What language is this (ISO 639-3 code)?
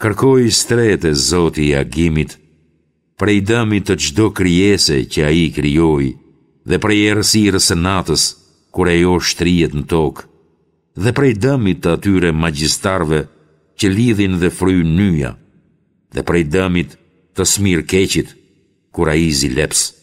sqi